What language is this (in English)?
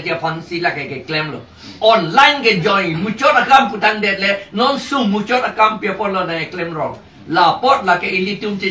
Karbi